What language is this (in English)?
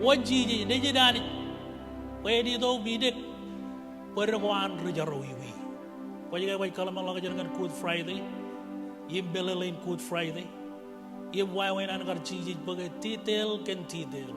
Marshallese